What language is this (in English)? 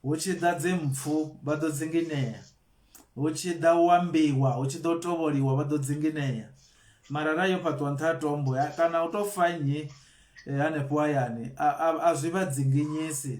Venda